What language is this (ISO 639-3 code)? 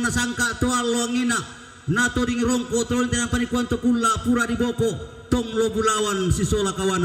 sda